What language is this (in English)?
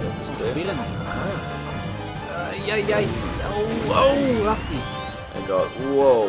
Swiss German